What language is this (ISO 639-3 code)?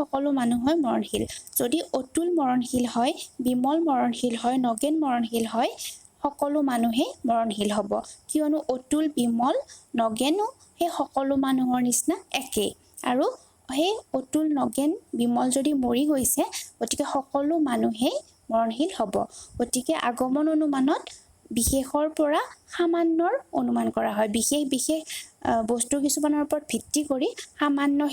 asm